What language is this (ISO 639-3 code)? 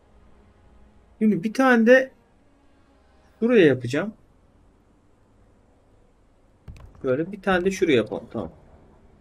tur